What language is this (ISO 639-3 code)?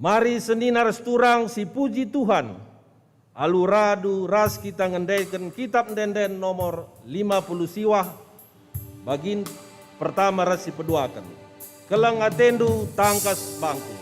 btx